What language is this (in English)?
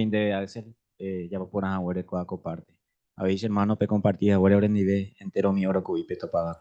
Guarani